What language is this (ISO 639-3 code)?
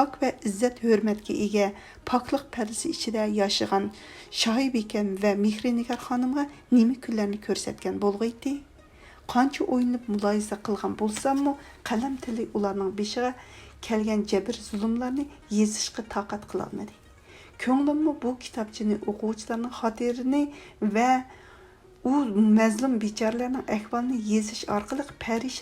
uig